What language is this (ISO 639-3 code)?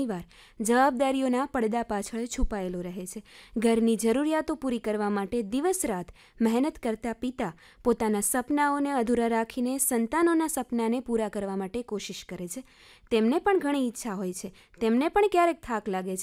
guj